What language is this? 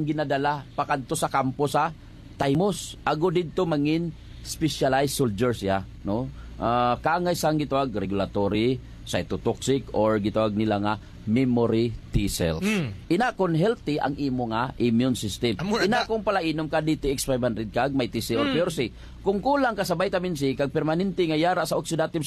Hiligaynon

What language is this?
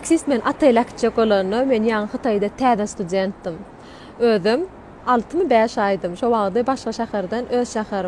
Turkmen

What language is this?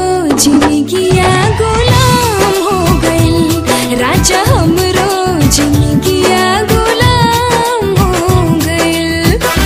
Bhojpuri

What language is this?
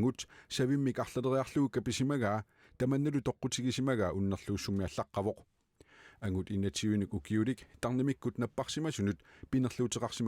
Kalaallisut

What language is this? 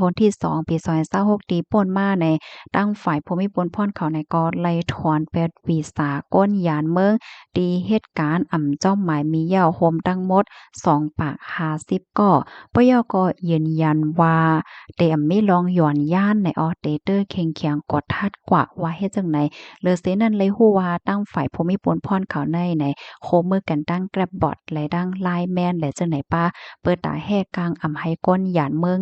Shan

